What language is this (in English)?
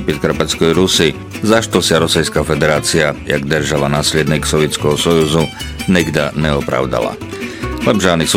Rusyn